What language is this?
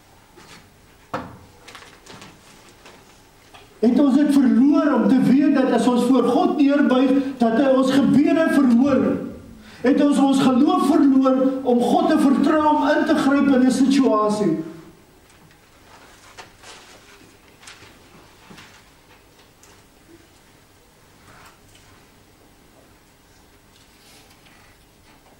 Afrikaans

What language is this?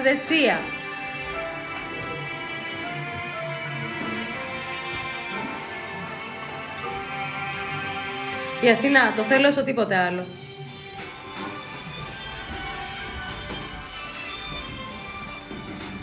Greek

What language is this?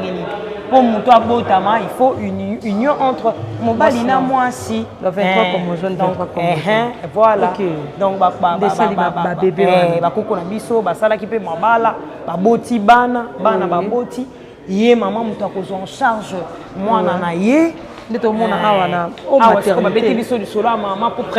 Lingala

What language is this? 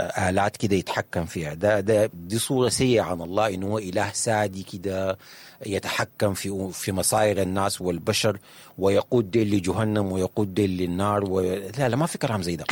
Sudanese Arabic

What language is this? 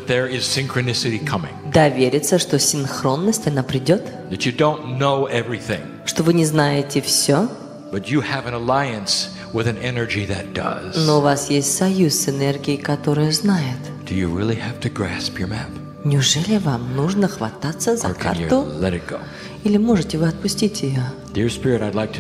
Russian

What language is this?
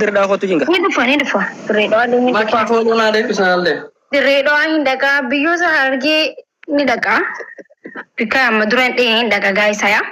Oromo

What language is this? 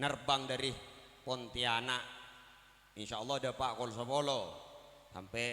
Madurese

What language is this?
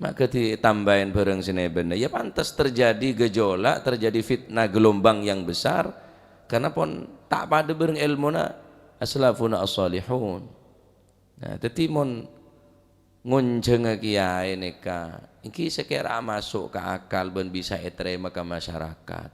Madurese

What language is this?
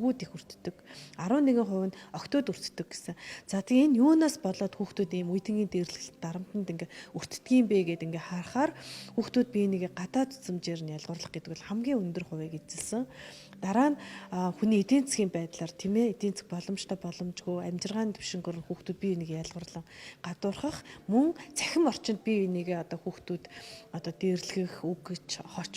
Mongolian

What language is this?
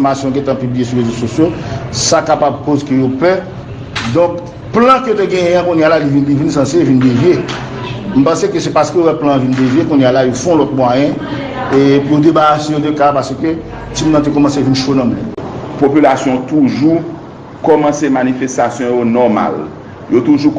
Haitian Creole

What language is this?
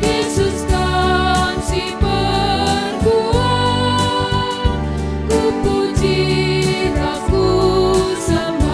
Batak Karo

